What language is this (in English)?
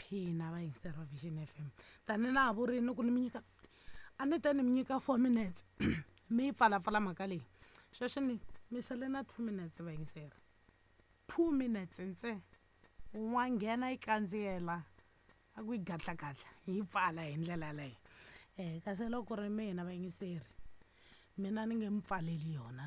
Tsonga